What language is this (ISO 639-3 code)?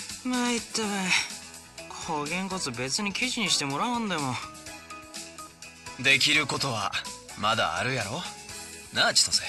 jpn